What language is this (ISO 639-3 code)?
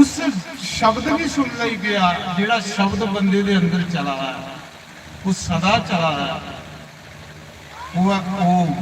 doi